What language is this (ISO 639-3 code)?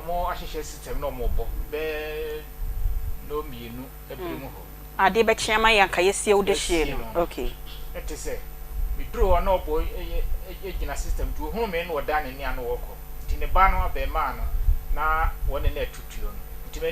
aka